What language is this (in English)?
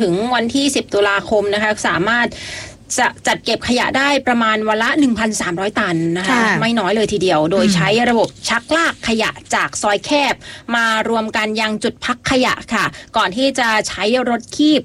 Thai